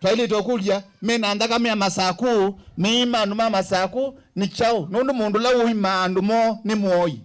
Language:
Kamba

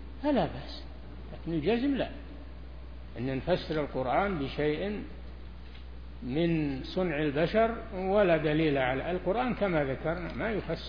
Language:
Arabic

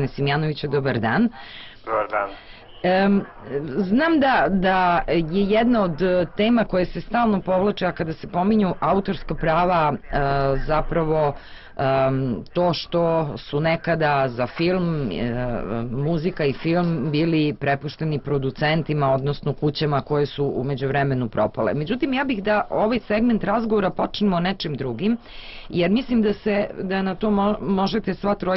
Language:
Serbian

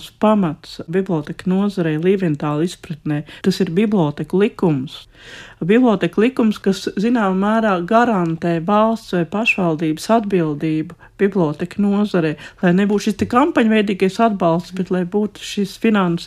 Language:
Latvian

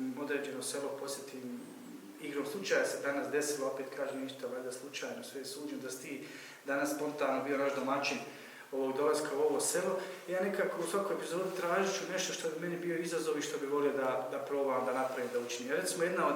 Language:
Bosnian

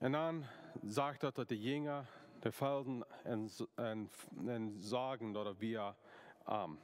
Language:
Plautdietsch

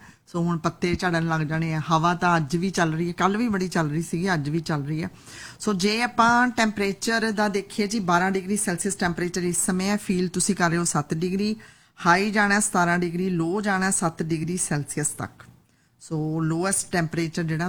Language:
Punjabi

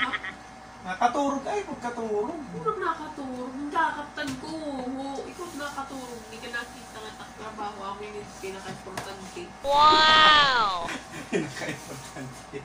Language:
Waray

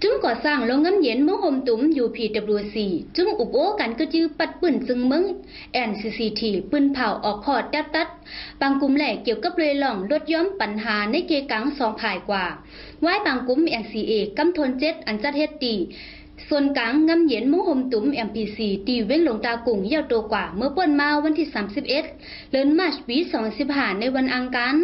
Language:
Shan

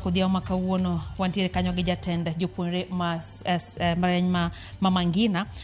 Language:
Luo (Kenya and Tanzania)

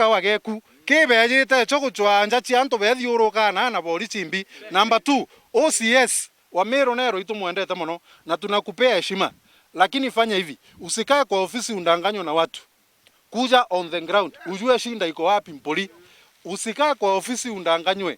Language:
Meru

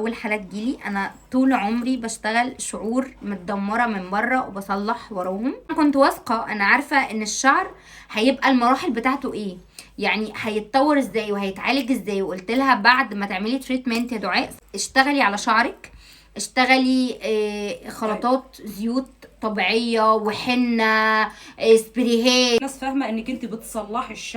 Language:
Egyptian Arabic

